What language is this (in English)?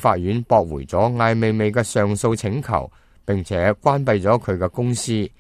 Cantonese